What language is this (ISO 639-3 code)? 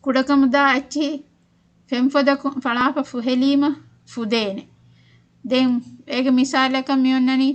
div